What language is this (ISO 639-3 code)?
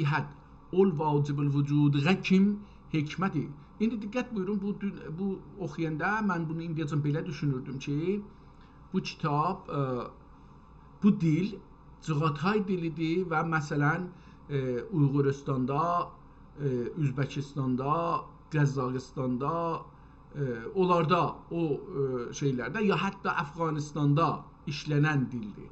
azb